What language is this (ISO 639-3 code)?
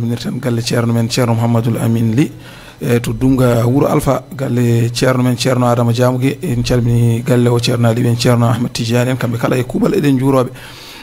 ful